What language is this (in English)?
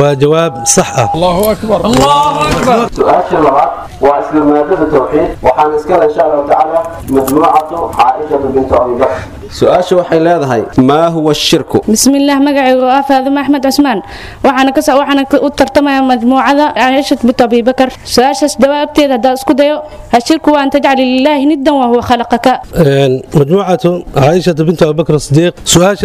Somali